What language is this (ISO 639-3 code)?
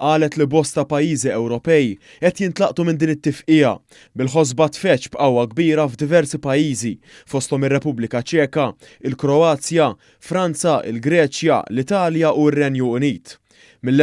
mlt